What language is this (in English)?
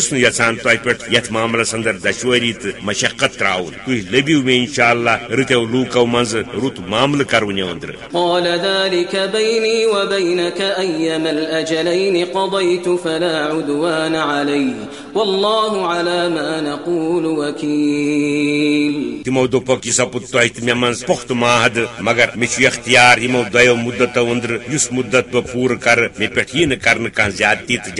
Kashmiri